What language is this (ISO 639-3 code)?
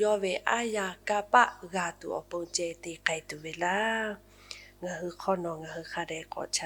lhu